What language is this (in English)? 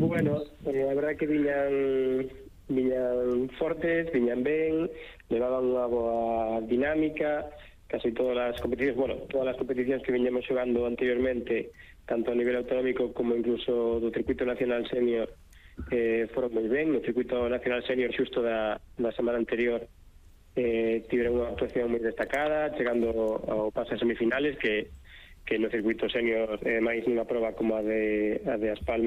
Galician